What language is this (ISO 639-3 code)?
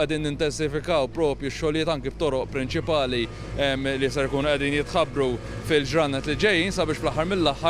mlt